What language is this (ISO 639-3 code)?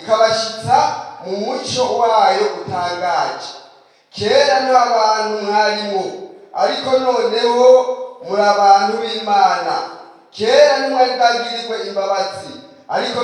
run